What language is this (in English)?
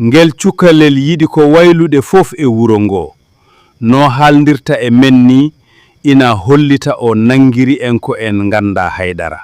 Fula